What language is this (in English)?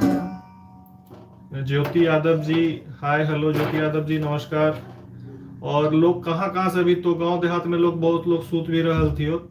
Magahi